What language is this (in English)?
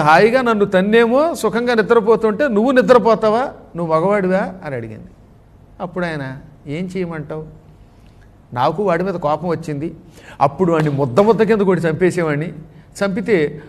Telugu